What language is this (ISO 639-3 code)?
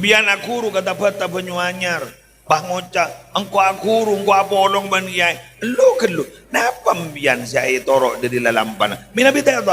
mad